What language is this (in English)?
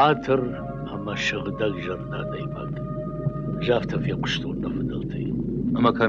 Ossetic